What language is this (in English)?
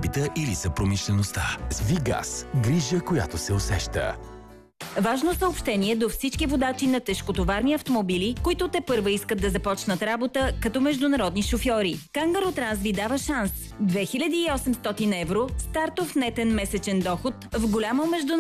Bulgarian